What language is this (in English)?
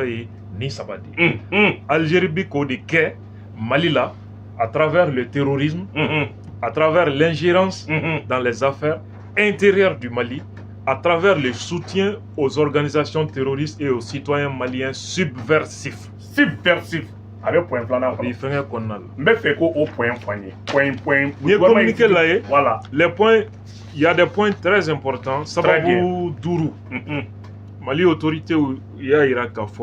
Bambara